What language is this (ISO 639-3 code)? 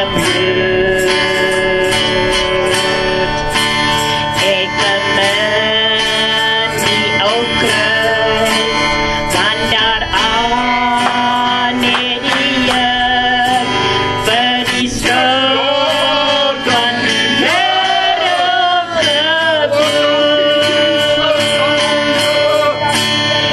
afr